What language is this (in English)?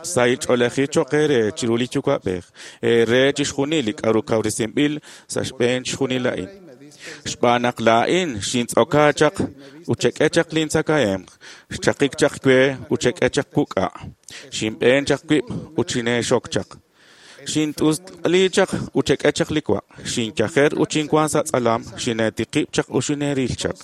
Kekchí